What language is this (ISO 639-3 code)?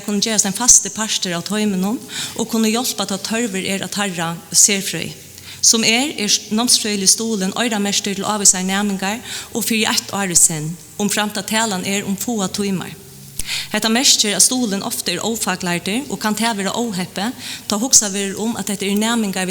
fao